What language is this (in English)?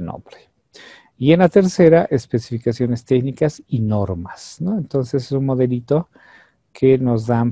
Spanish